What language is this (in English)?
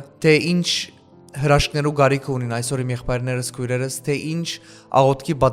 Western Armenian